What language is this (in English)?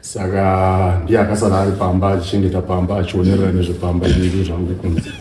Shona